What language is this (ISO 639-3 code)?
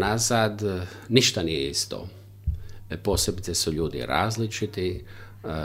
hrv